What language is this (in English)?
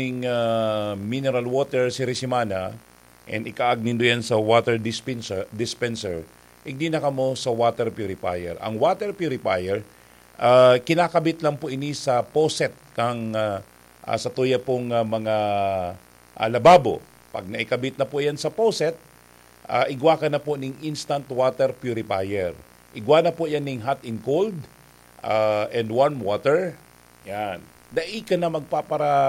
Bikol